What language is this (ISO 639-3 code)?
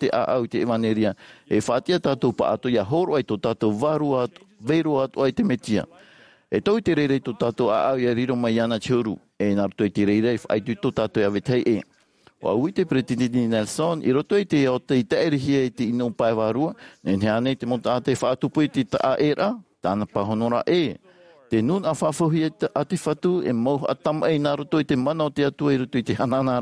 tah